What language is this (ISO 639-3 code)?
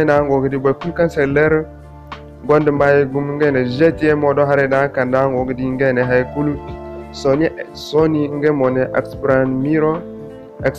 dje